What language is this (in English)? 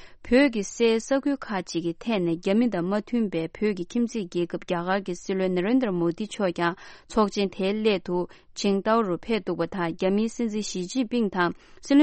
Tibetan